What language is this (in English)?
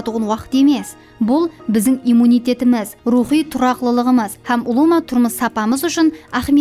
Kara-Kalpak